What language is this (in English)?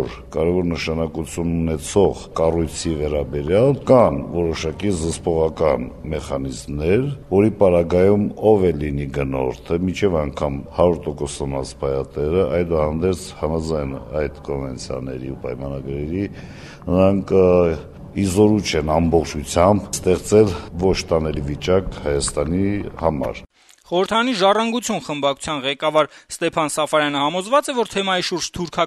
Armenian